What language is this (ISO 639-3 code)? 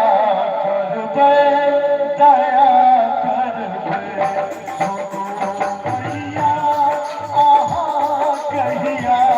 mai